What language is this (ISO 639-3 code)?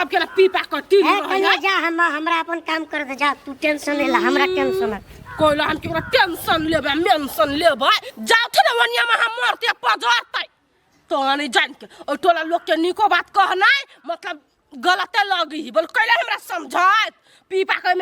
mai